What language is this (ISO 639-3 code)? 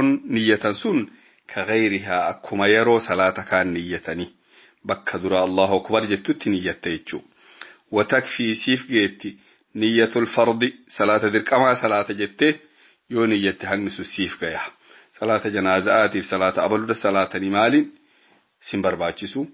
orm